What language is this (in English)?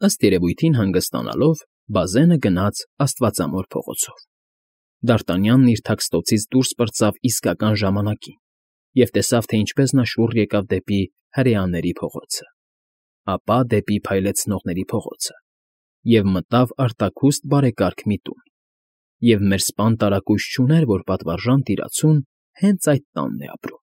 Armenian